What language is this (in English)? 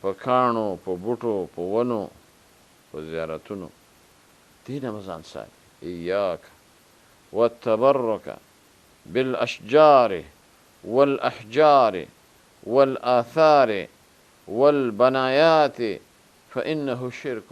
Pashto